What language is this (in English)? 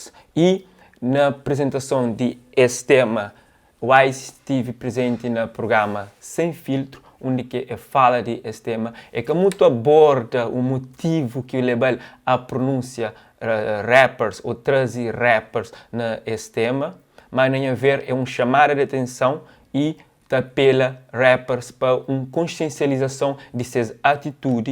Kabuverdianu